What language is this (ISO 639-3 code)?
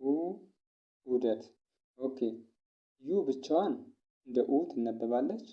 amh